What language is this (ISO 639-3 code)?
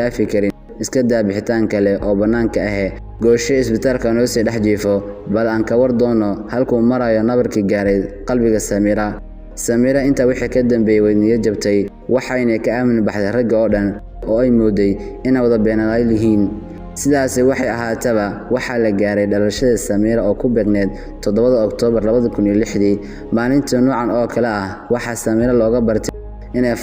som